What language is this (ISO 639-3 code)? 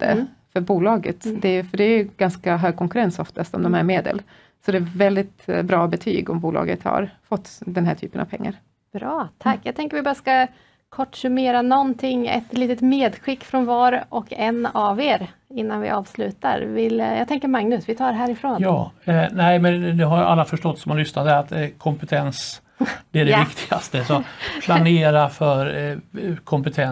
swe